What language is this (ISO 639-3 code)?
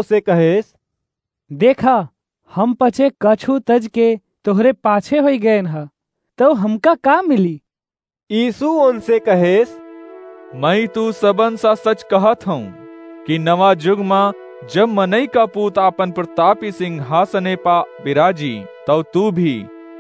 awa